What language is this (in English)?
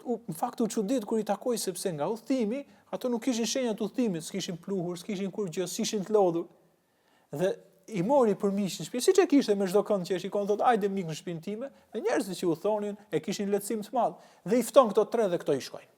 Albanian